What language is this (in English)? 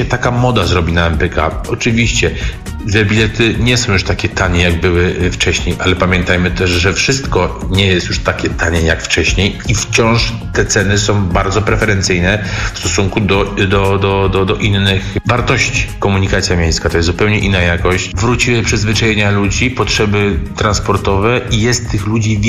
Polish